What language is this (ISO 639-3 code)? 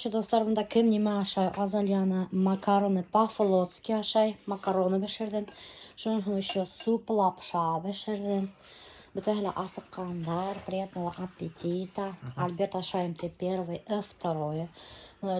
bak